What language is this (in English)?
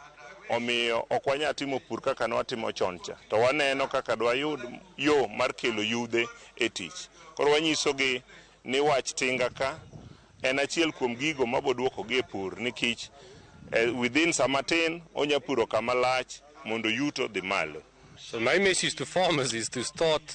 Luo (Kenya and Tanzania)